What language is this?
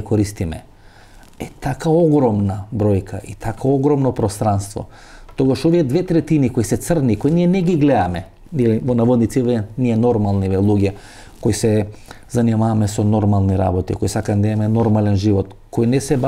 Macedonian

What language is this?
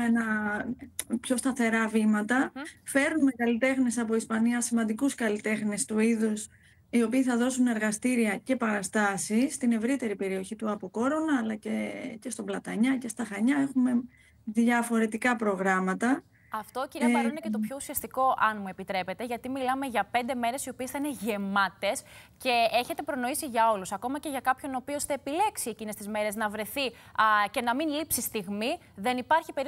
Greek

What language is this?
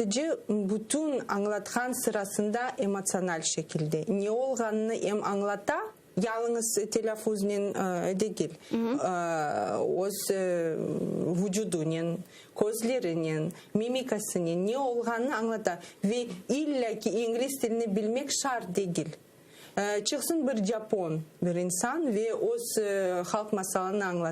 Crimean Tatar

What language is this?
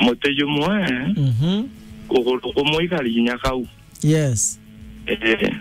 Meru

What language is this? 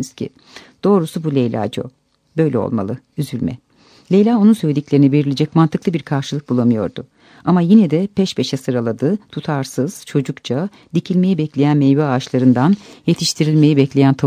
Turkish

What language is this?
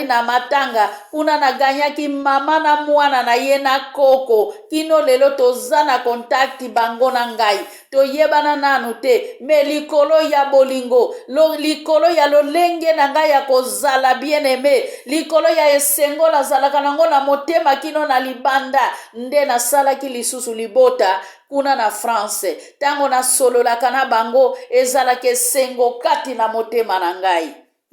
Lingala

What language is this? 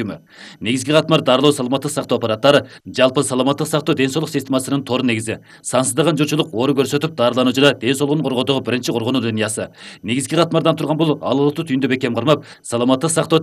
Kyrgyz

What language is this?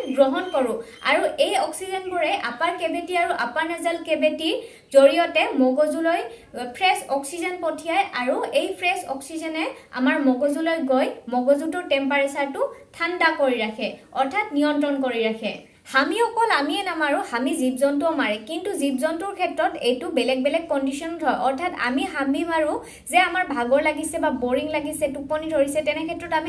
Assamese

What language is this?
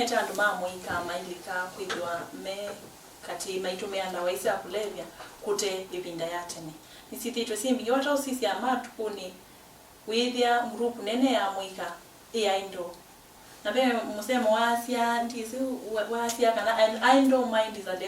Kamba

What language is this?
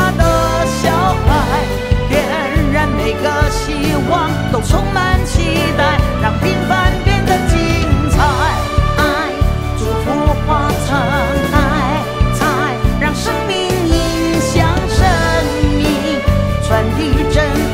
Chinese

